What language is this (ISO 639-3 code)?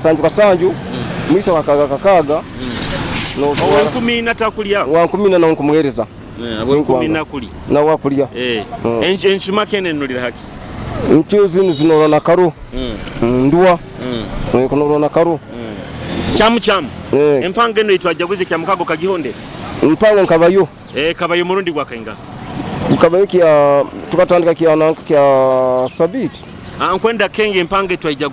nyo